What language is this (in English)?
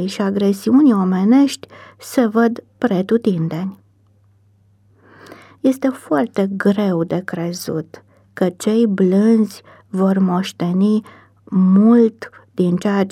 Romanian